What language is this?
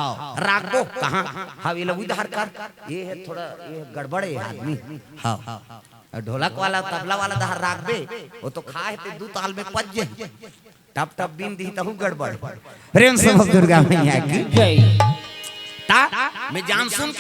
Chhattisgarhi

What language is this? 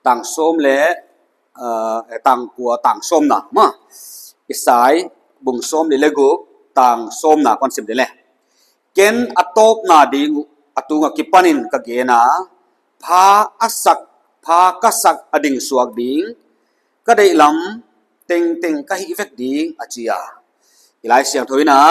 Paite Chin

